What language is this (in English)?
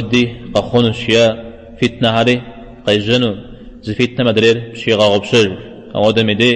Kabardian